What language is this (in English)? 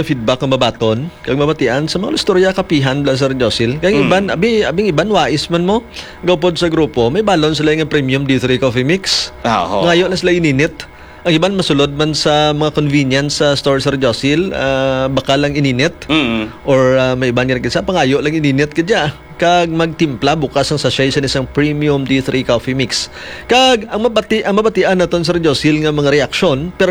Hiligaynon